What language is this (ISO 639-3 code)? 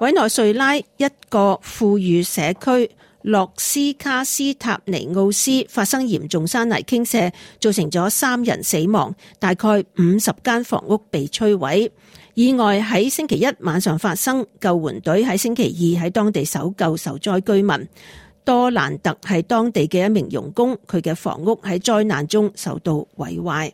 yue